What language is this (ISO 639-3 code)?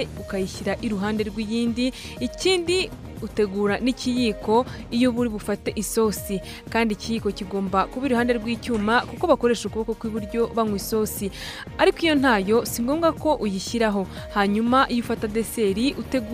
kin